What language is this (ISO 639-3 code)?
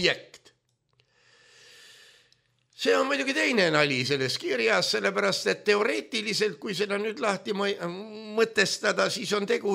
est